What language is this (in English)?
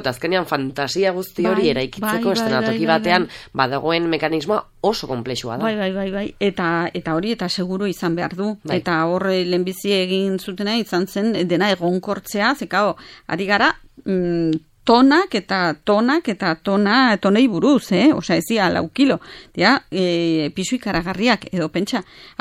Basque